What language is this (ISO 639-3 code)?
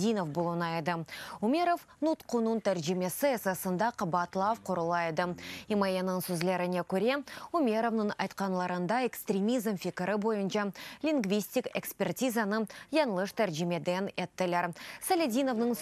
crh